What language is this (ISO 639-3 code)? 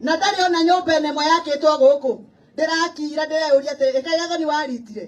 kik